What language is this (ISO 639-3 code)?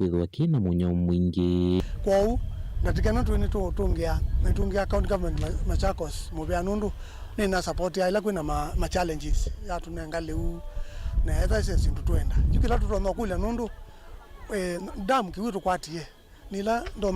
kam